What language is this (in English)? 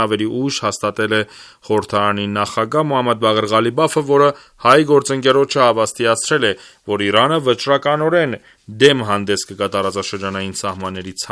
Armenian